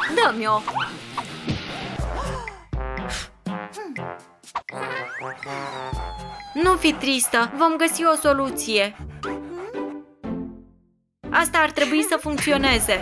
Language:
Romanian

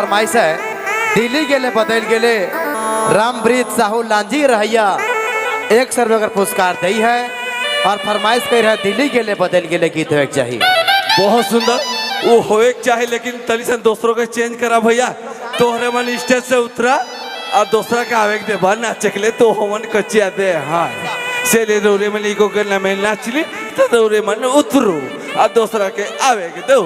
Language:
Sadri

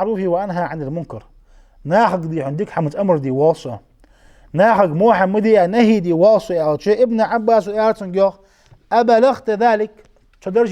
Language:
Ingush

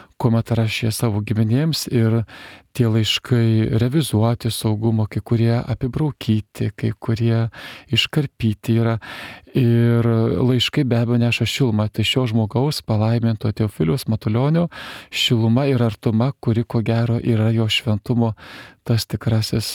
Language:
Lithuanian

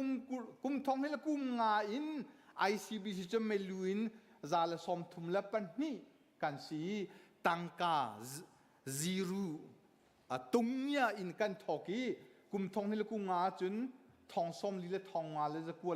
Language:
Hakha Chin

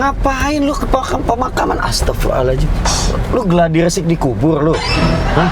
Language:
Betawi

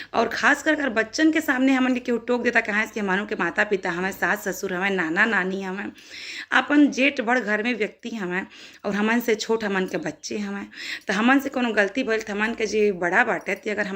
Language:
Bhojpuri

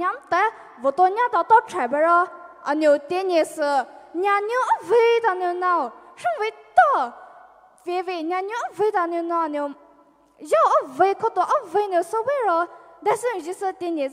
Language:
Poumei Naga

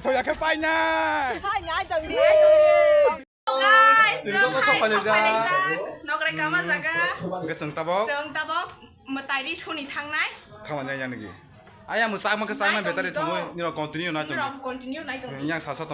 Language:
Kok Borok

